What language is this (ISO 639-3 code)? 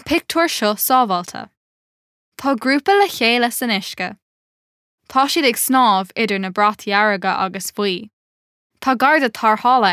gle